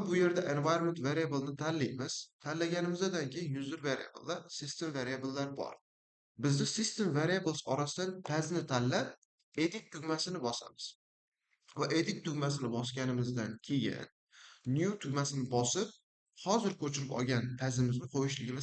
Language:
Uzbek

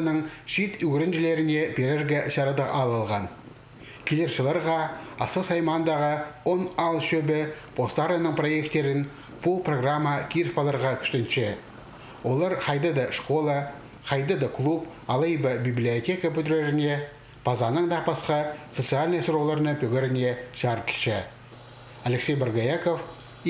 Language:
Khakas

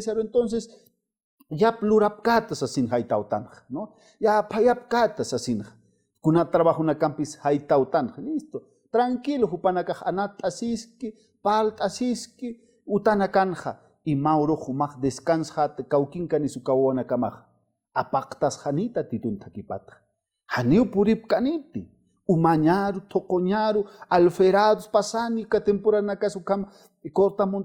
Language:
Aymara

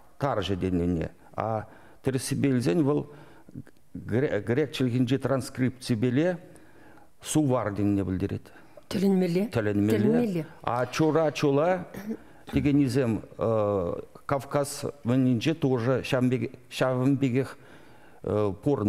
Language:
Chuvash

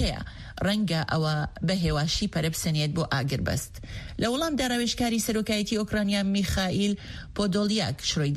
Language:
Central Kurdish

